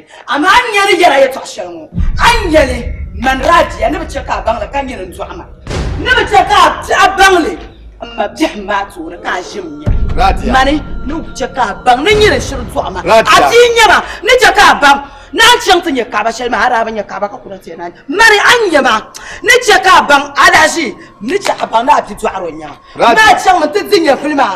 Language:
Dagbani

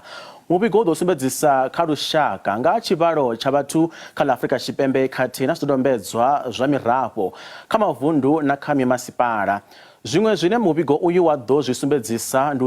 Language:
Venda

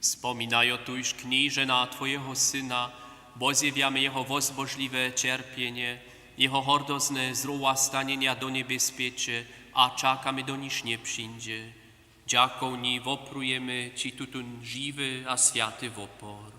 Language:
Upper Sorbian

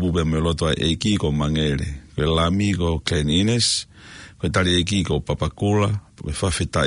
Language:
Tongan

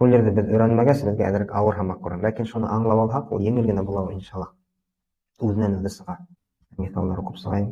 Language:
Bashkir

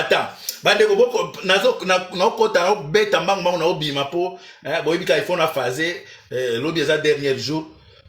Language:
Lingala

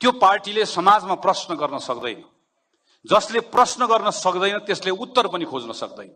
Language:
Nepali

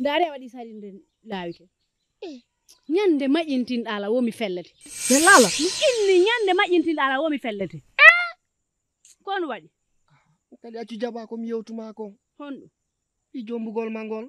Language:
Fula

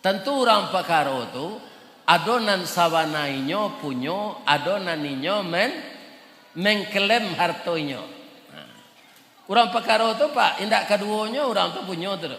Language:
Minangkabau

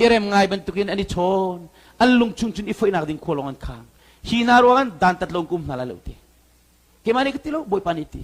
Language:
Hakha Chin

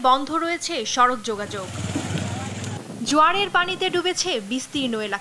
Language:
Bangla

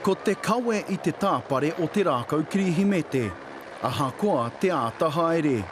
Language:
Māori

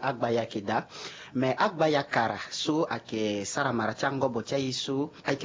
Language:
Sango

